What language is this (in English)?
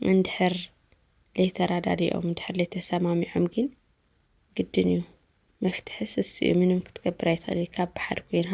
Tigrinya